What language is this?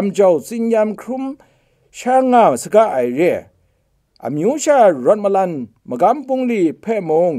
Kachin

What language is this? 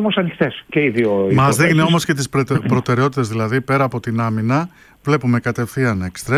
Greek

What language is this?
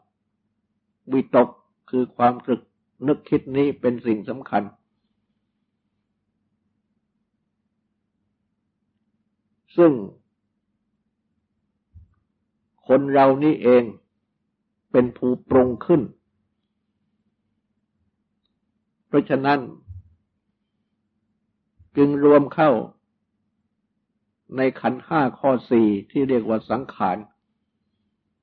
Thai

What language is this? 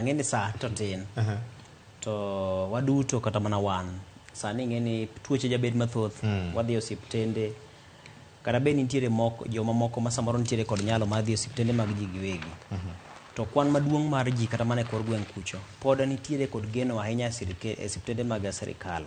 Luo (Kenya and Tanzania)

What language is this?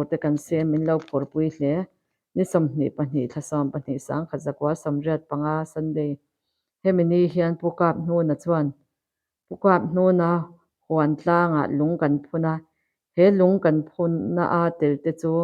Mizo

